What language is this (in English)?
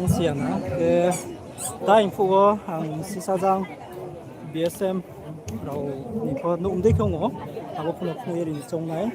Riang (India)